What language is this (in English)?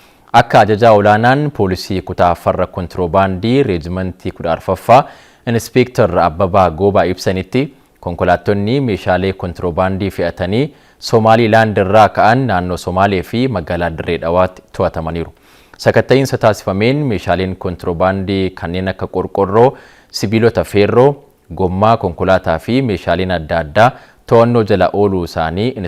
Oromo